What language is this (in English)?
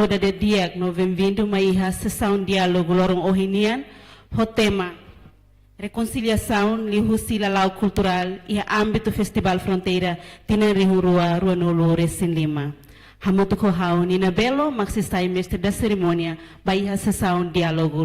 Tetum